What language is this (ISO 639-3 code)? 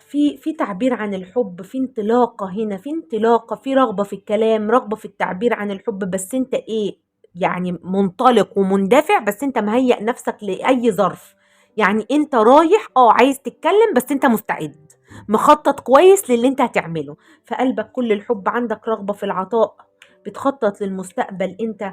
arz